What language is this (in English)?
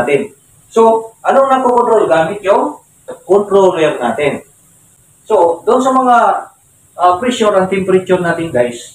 Filipino